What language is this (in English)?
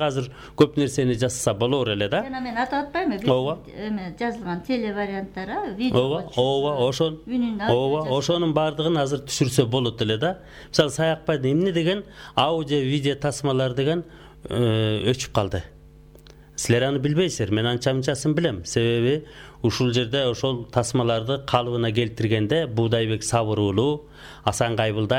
Kyrgyz